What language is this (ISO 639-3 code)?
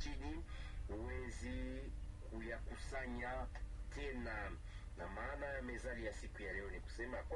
swa